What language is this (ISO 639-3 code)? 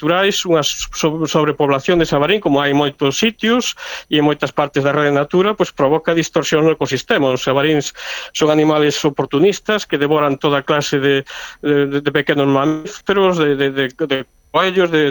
glg